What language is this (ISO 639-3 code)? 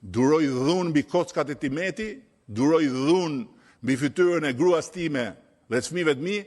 sqi